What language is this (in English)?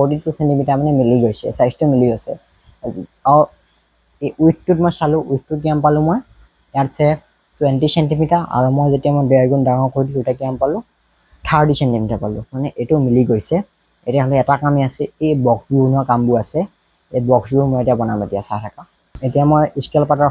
Assamese